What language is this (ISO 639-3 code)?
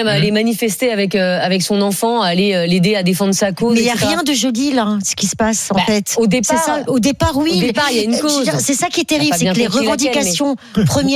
fra